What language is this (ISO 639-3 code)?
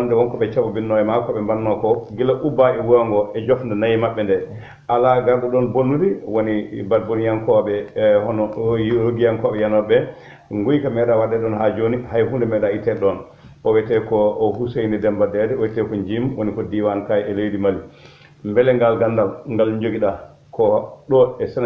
ful